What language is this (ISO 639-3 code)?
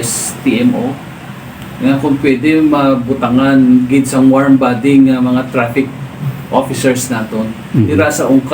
hil